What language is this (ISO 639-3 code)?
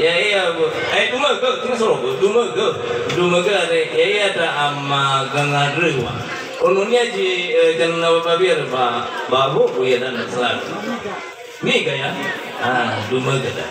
nia